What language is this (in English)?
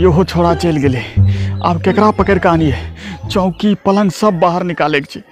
Angika